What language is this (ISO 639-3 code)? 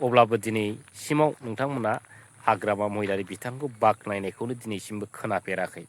brx